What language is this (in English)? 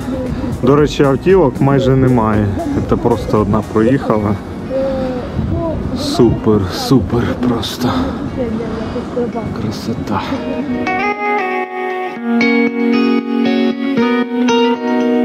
Ukrainian